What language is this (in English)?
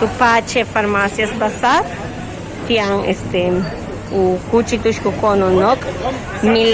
Yucateco